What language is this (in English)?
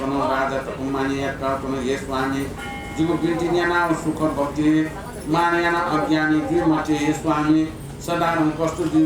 Newari